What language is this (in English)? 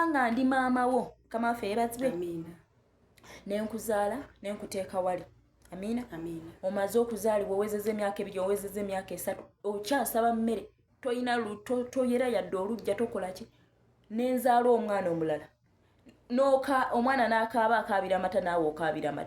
Ganda